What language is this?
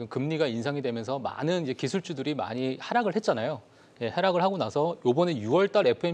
Korean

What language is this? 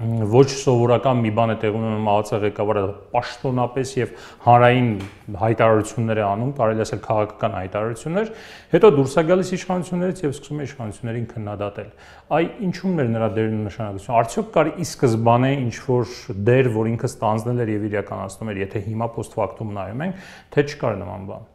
Armenian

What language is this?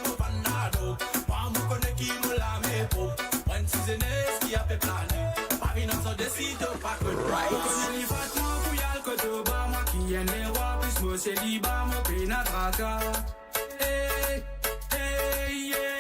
Morisyen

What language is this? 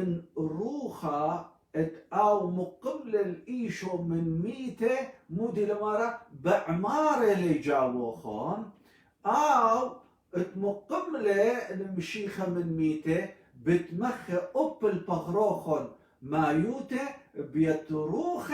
Assyrian Neo-Aramaic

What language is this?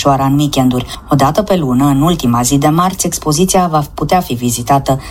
Romanian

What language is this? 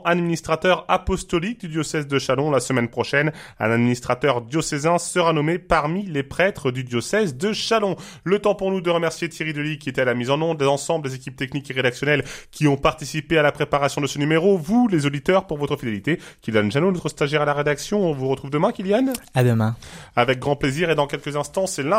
French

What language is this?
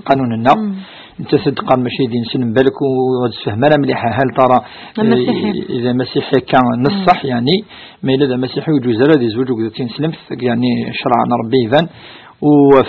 Kabyle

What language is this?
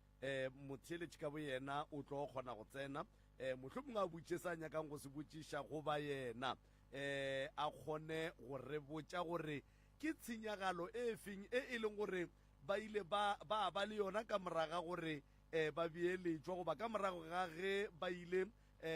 Northern Sotho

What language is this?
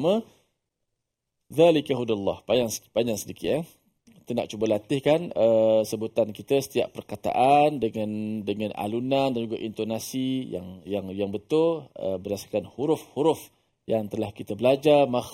Malay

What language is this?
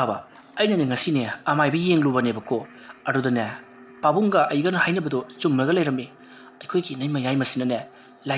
Manipuri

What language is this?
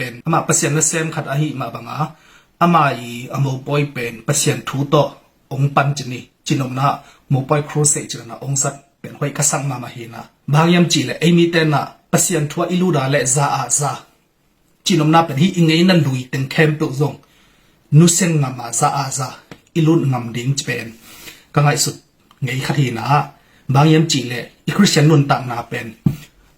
Tedim Chin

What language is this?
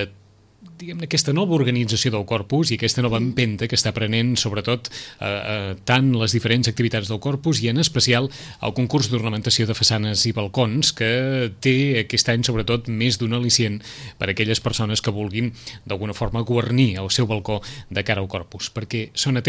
Catalan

